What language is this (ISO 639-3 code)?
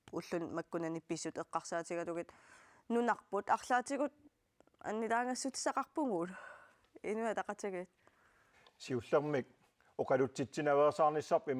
kal